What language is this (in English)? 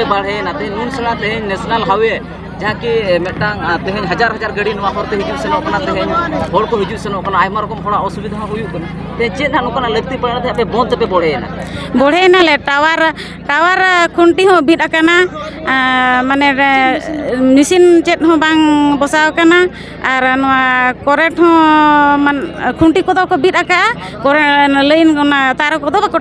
Santali